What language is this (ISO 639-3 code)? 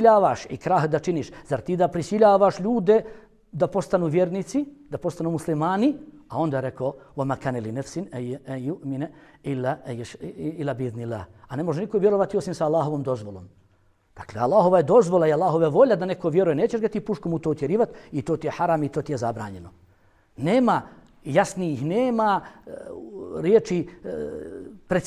bos